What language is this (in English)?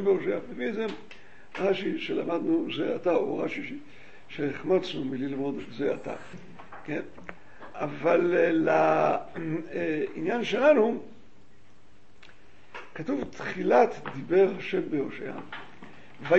Hebrew